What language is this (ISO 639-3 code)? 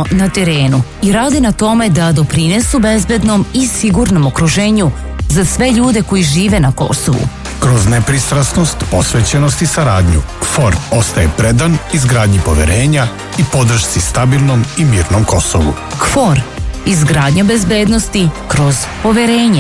srp